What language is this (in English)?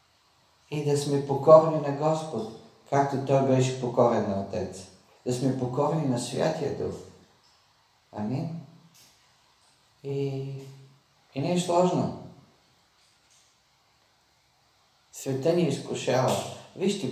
Bulgarian